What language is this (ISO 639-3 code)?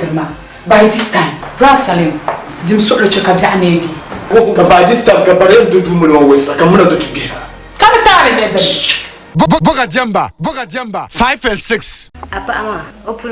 dag